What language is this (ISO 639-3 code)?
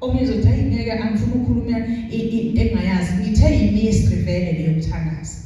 zul